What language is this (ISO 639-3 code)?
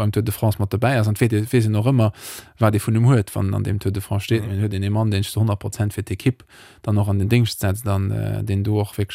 ltz